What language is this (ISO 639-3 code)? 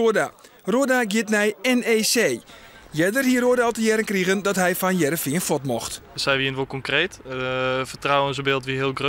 fry